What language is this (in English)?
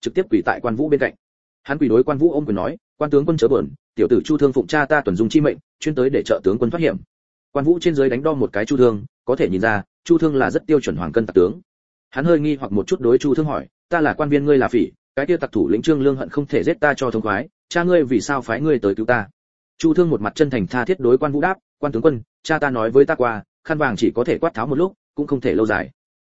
Vietnamese